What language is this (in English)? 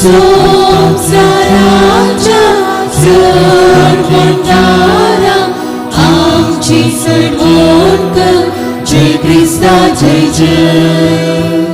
Konkani